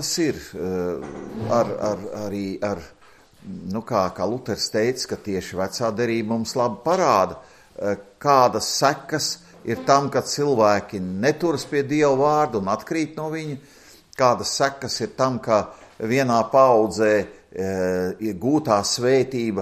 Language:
Latvian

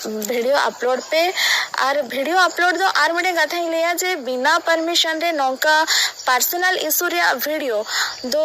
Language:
Santali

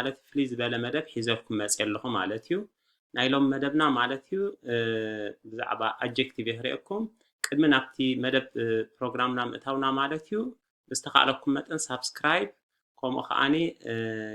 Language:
Tigrinya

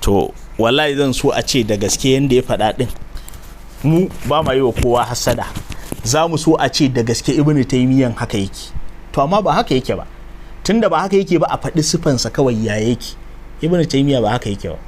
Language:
Hausa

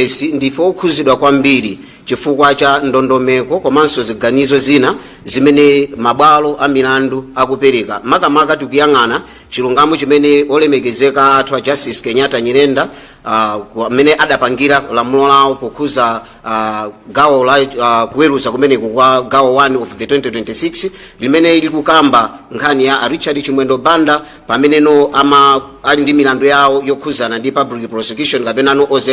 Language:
Nyanja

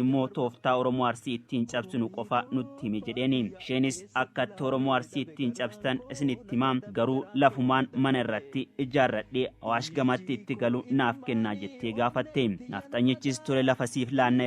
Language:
Oromo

